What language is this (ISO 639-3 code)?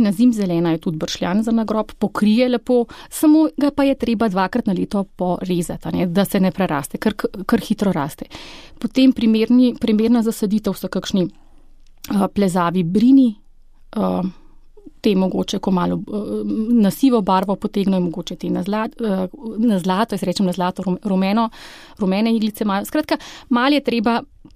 slv